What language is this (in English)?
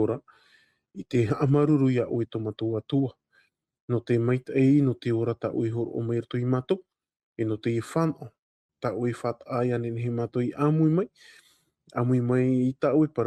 Tahitian